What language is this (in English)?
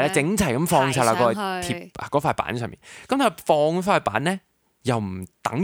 Cantonese